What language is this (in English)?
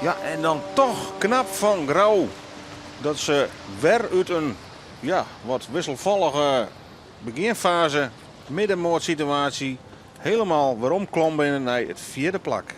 Western Frisian